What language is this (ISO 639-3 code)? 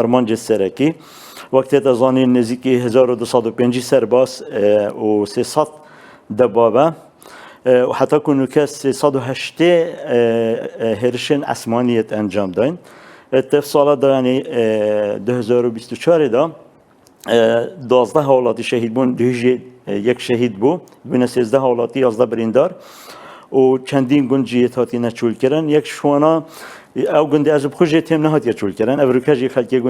kur